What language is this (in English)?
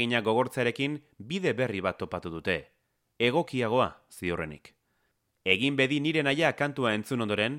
Basque